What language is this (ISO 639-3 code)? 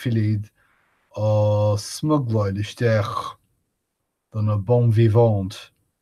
gle